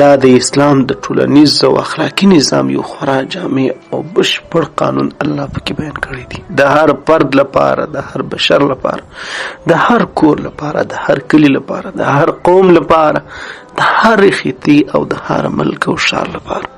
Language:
Pashto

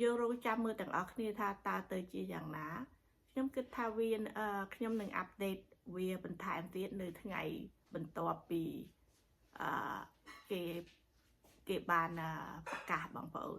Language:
Khmer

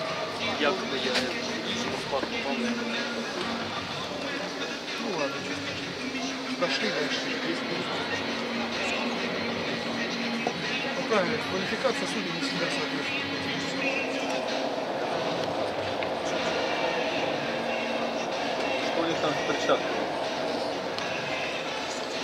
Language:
Russian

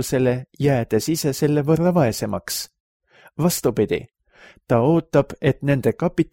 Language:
Estonian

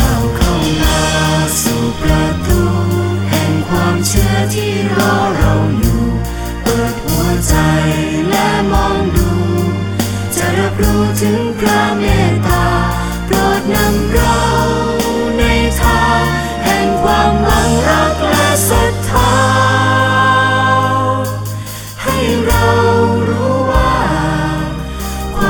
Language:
Thai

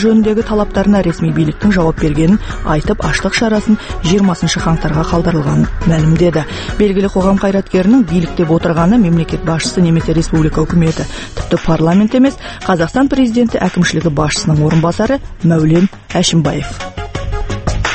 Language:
Kazakh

